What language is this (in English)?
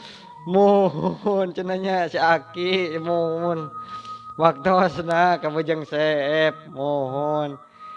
Sundanese